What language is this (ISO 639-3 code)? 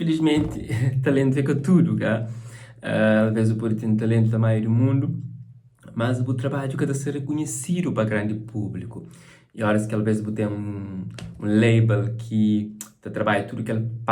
kea